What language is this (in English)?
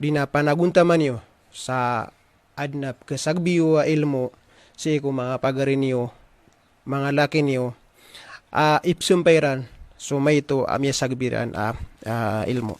Maranao